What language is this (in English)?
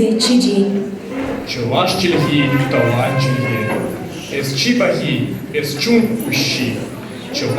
Chuvash